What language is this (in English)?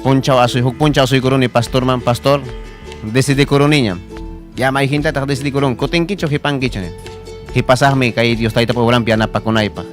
Ayacucho Quechua